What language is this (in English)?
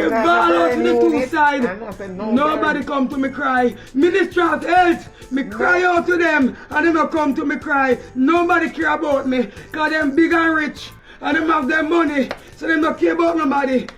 Jamaican Creole English